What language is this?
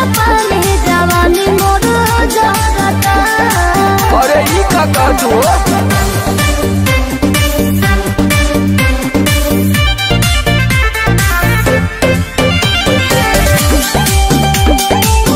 Bhojpuri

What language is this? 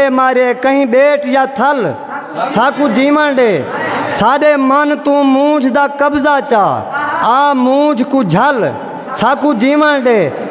Saraiki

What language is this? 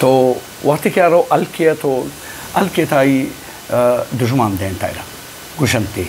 Eastern Balochi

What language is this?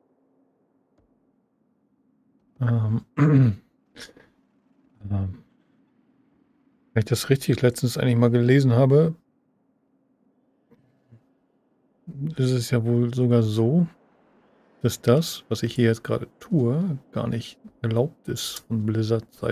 German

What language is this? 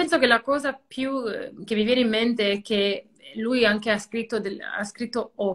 Italian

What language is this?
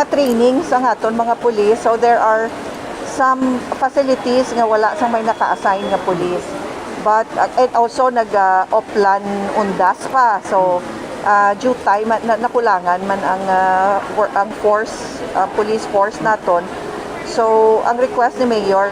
Hiligaynon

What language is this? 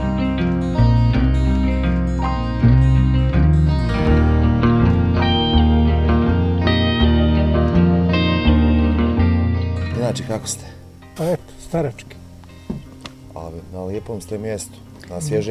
Bosnian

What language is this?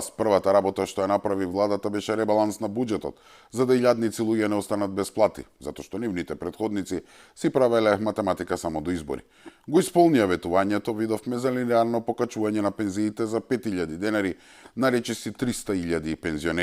Macedonian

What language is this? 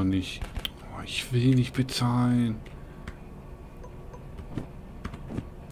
German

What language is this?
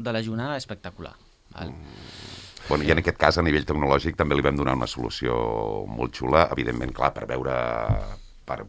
Catalan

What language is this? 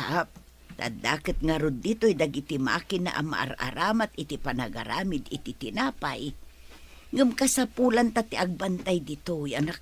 Iloko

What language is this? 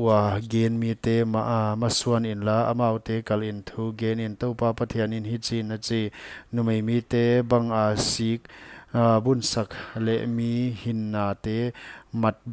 Paite Chin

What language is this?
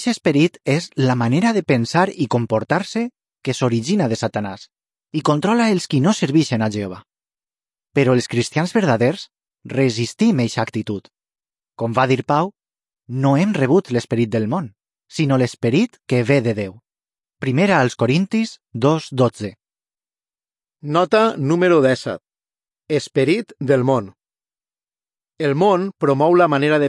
Catalan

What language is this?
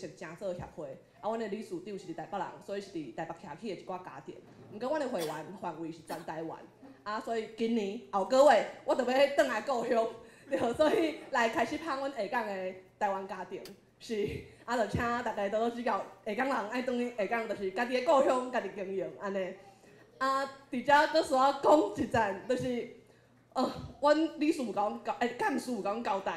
Min Nan Chinese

